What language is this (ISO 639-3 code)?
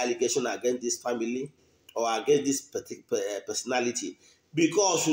ibo